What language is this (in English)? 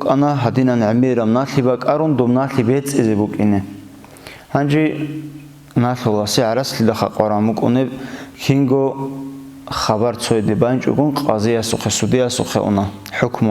Avaric